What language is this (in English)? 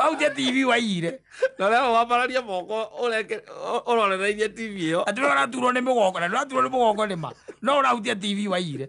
Kikuyu